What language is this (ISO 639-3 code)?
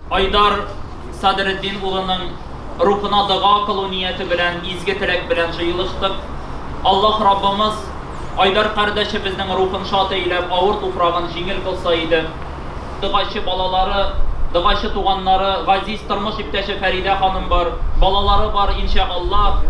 tat